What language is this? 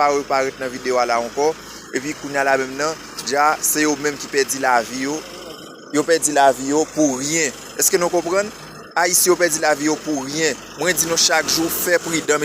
Haitian Creole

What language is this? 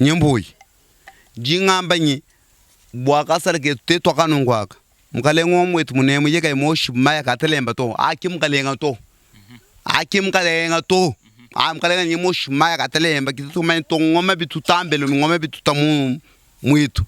Luba-Lulua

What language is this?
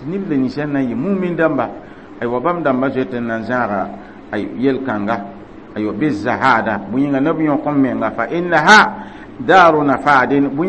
Mossi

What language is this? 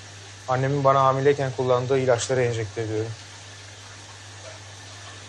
Turkish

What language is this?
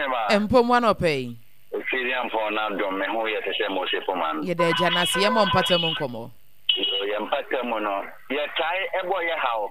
Akan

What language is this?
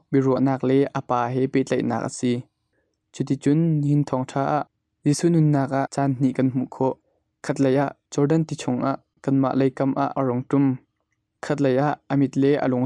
Hakha Chin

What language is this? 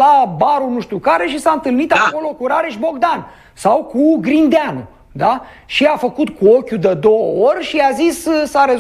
Romanian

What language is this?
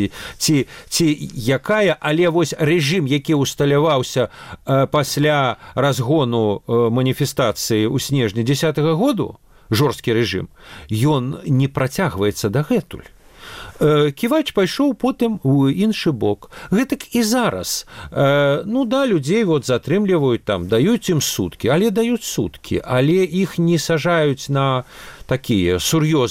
Belarusian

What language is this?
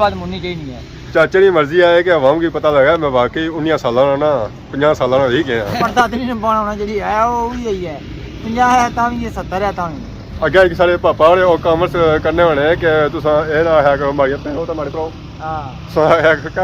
Pahari-Potwari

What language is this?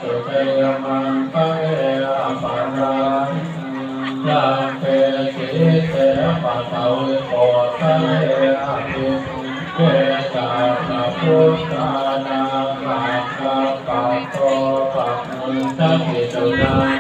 Pali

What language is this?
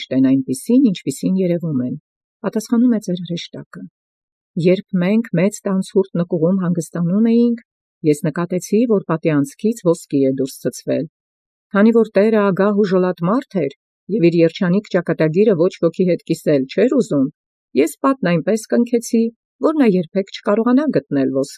Armenian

